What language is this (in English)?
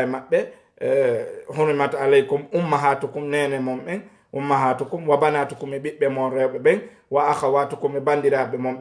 Fula